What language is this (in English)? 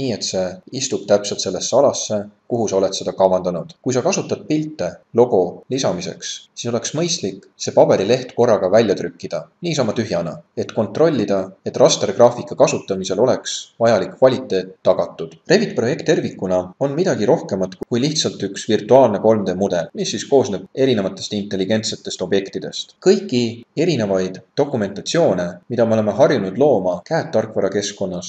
Estonian